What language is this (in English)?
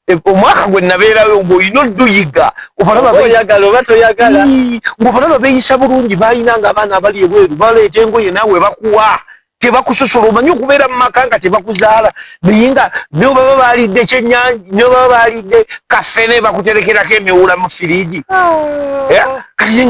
Ganda